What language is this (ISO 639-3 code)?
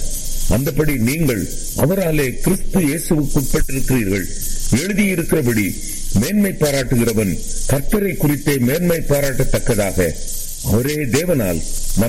tam